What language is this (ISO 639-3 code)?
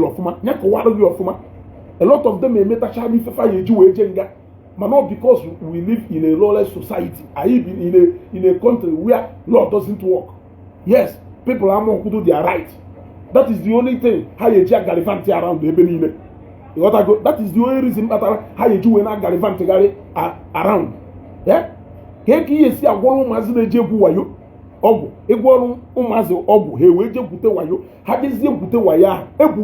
ibo